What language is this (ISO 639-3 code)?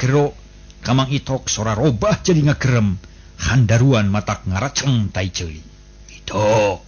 sun